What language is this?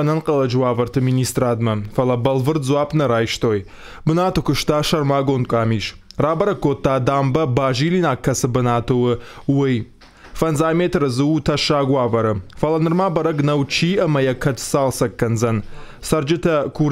Ossetic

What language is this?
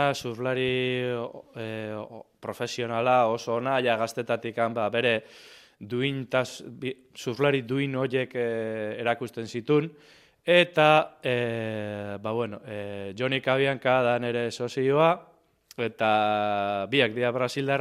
Basque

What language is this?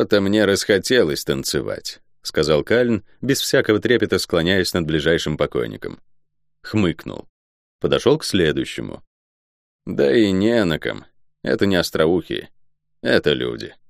Russian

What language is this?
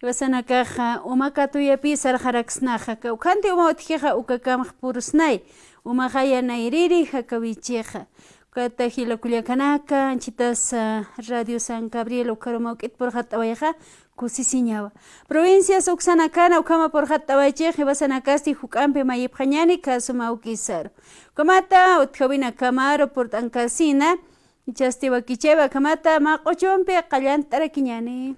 Aymara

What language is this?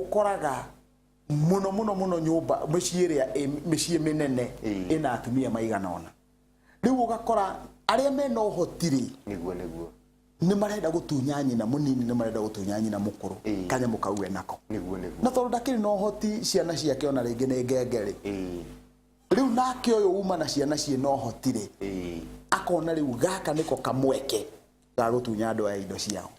Kikuyu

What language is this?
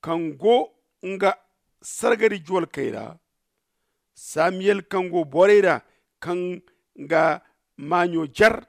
Zarma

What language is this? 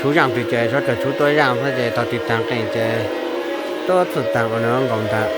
Hmong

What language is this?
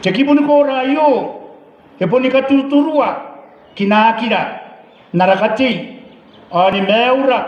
Gilbertese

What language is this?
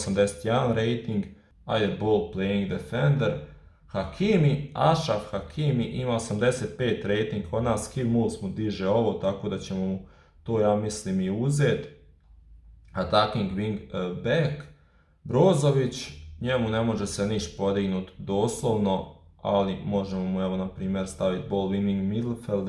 Croatian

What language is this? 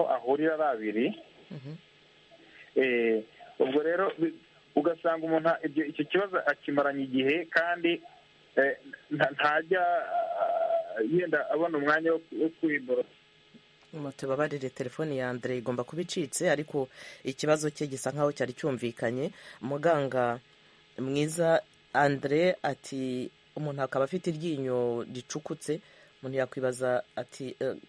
Kinyarwanda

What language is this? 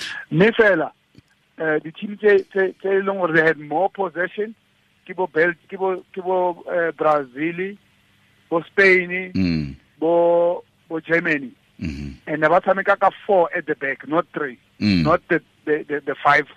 Tswana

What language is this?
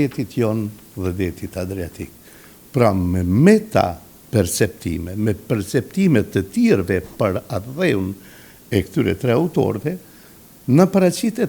Albanian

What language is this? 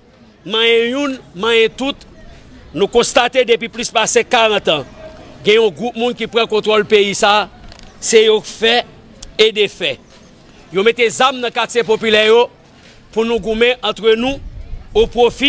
Haitian Creole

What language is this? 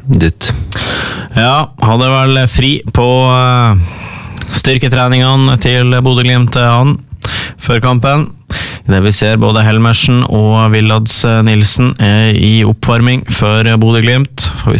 Norwegian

